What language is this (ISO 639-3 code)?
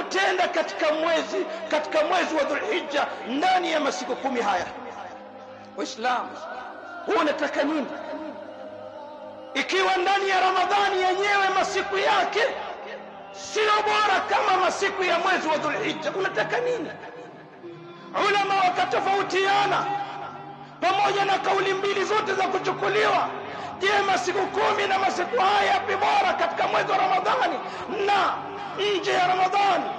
swa